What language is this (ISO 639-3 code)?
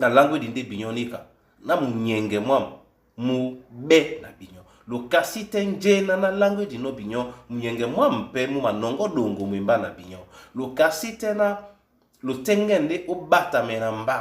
dua